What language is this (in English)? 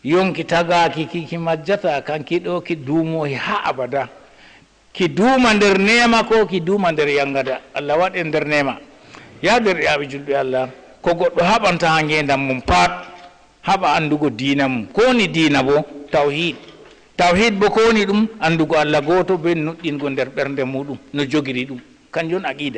Fula